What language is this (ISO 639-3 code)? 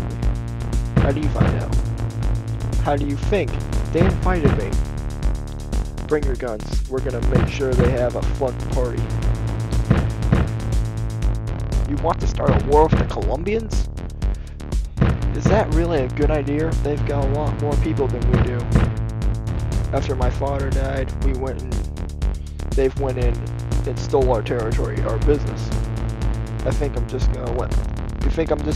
eng